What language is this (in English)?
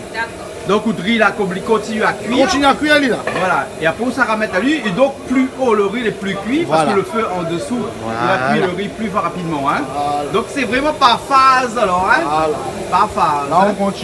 Réunion Creole French